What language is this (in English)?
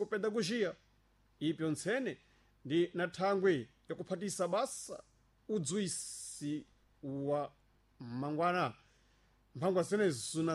Sena